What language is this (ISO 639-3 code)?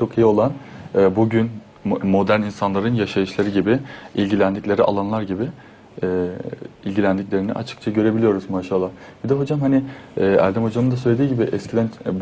tur